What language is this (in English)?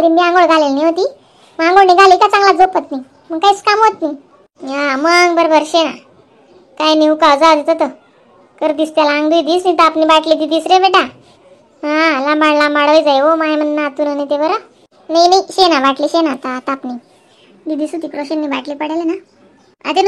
Khandesi